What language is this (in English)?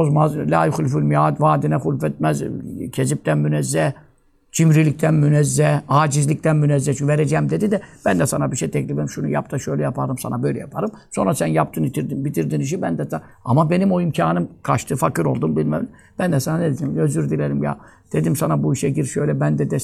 Turkish